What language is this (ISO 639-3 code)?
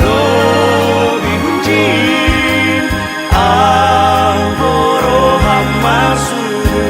bts